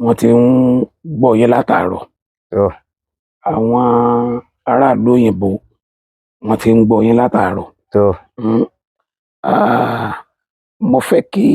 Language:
Yoruba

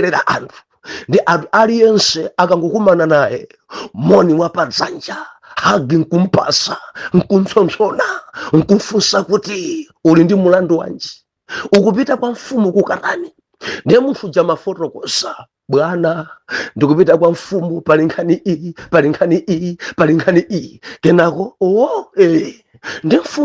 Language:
Nyanja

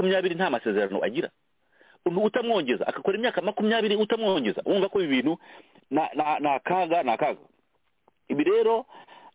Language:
Kinyarwanda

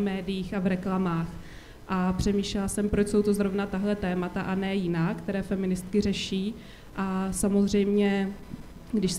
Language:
Czech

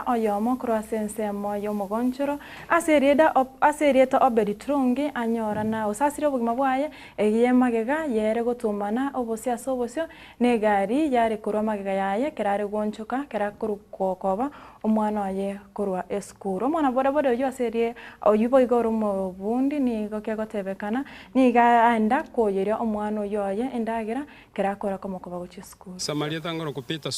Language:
Gusii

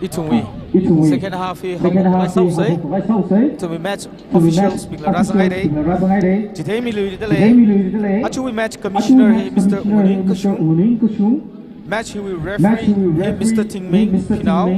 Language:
Tangkhul Naga (India)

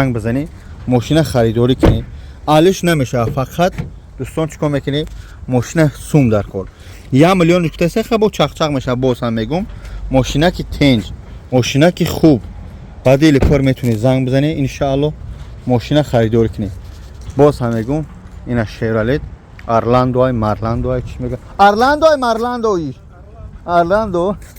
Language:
Tajik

